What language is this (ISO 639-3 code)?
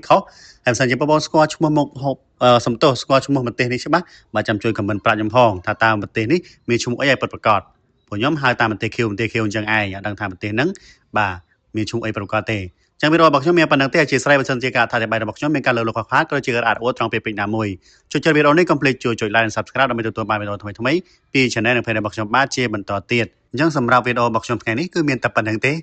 khm